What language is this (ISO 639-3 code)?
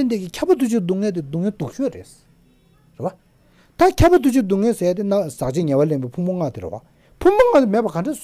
bod